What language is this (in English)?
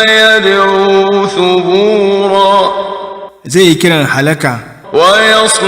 Hausa